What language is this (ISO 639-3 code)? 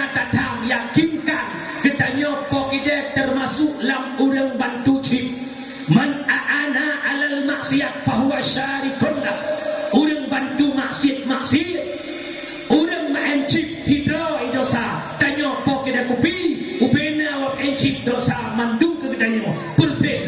ace